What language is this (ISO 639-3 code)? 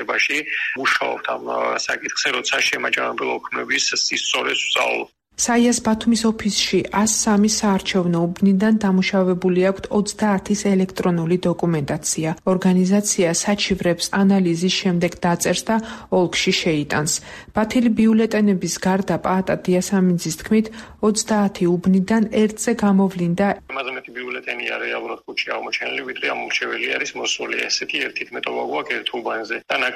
kat